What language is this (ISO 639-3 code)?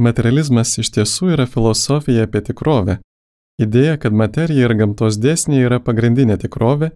lit